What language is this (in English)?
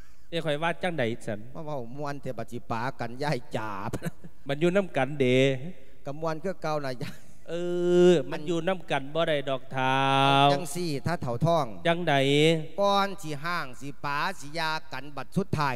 Lao